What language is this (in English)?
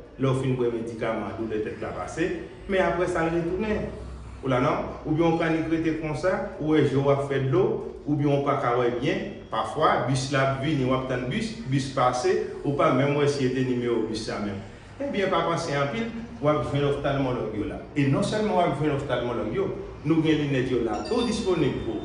Haitian Creole